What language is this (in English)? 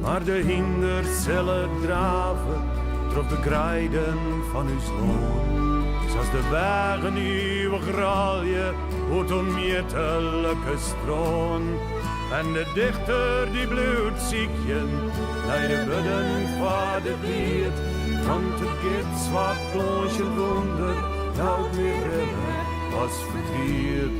Western Frisian